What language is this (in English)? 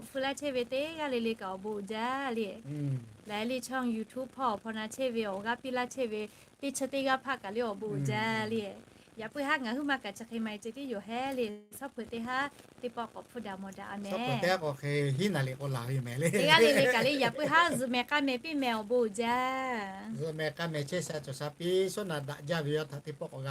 Lahu